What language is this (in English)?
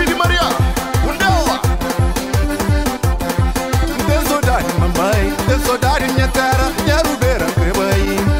Kabuverdianu